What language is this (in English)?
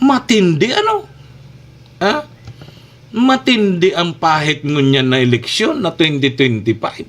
Bikol